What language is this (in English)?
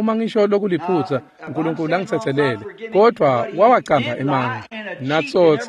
Swati